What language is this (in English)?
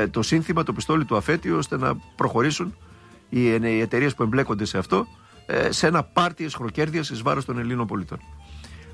Greek